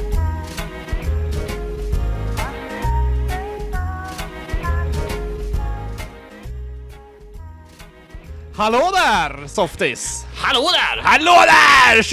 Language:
Swedish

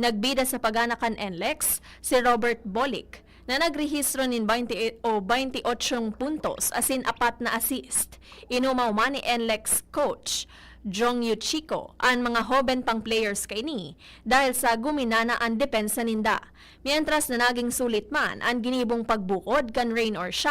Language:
Bikol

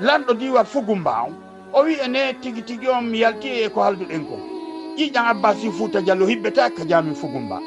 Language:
Fula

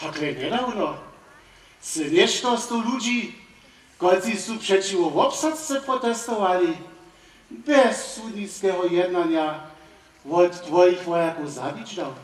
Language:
Upper Sorbian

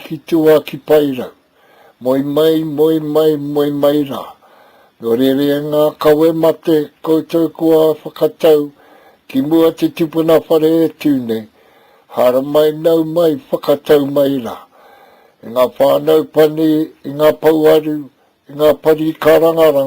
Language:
Māori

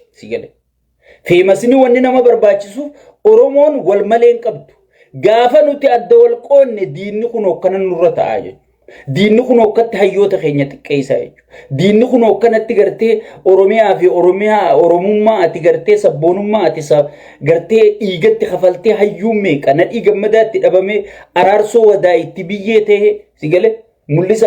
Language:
Oromo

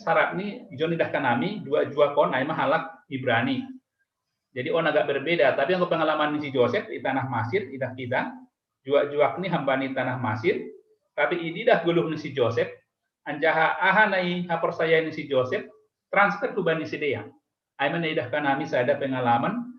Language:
Batak Simalungun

